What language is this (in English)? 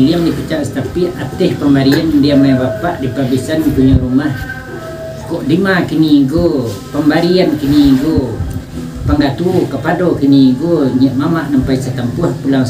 Minangkabau